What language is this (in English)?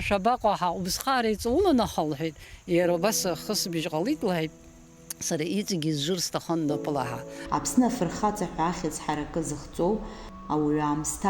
Abkhazian